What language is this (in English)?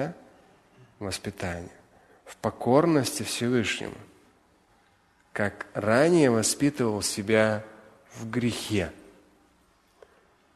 Russian